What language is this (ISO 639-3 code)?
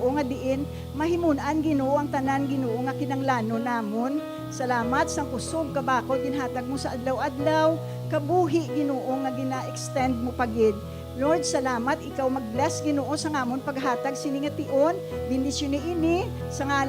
hil